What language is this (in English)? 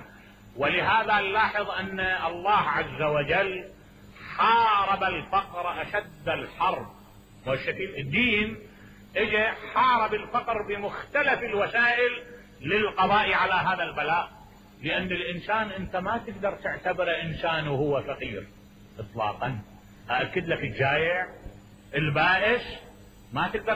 Mesopotamian Arabic